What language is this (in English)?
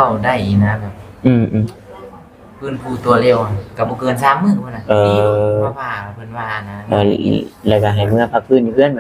Northeastern Thai